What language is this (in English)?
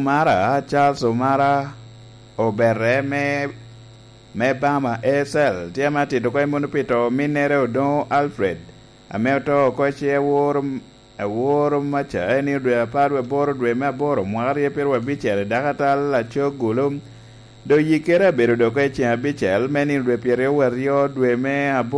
Lango (Uganda)